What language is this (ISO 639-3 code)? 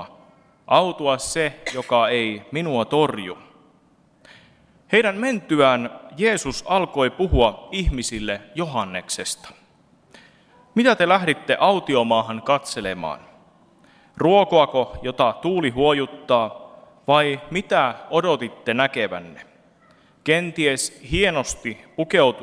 fin